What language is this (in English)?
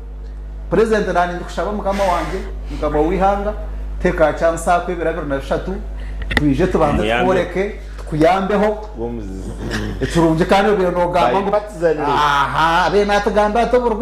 Nyankole